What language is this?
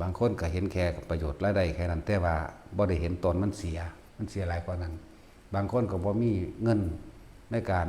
Northeastern Thai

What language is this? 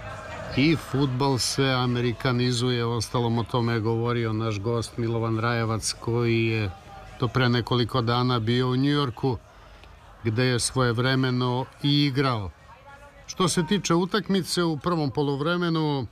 Serbian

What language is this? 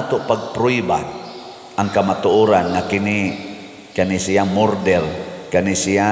Cebuano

